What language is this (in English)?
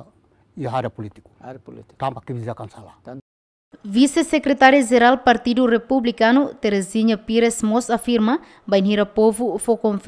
Tetum